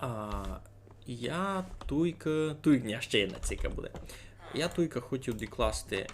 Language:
Rusyn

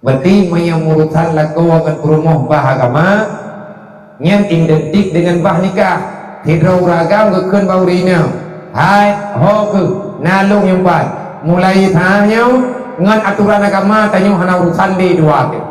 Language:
Achinese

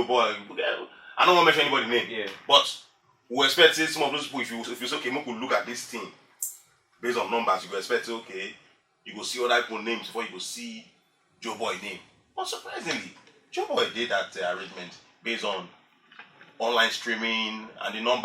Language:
Nigerian Pidgin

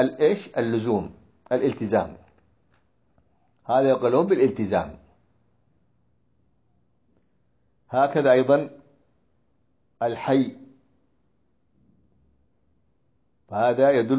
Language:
Arabic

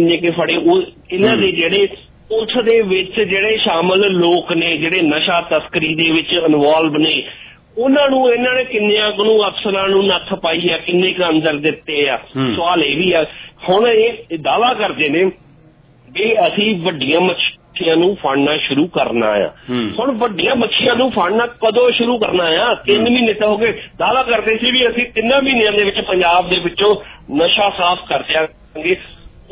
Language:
Punjabi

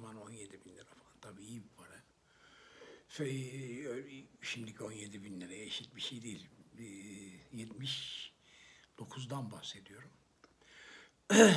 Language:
Turkish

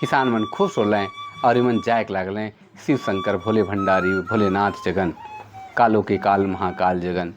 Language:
Sadri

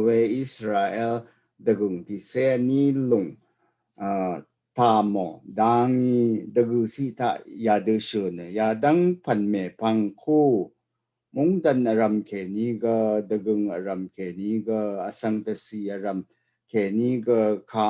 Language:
Rawang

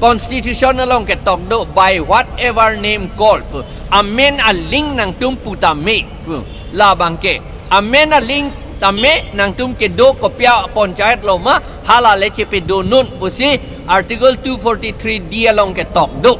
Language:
Karbi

